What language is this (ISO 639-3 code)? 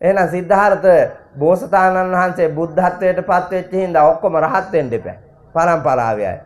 sin